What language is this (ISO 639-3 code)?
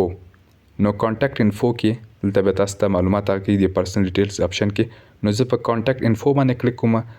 pus